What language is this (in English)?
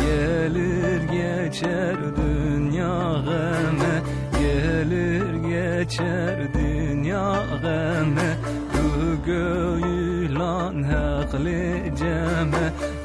Zaza